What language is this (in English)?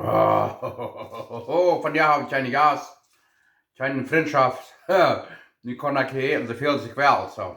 Plautdietsch